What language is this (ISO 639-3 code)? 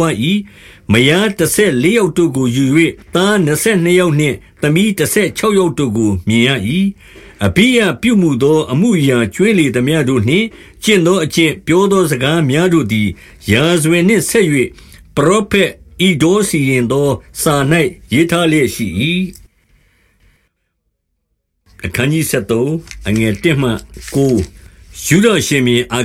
mya